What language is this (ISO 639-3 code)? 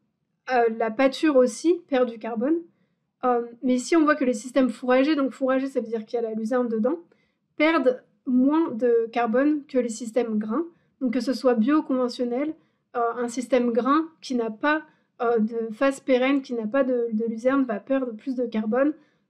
fra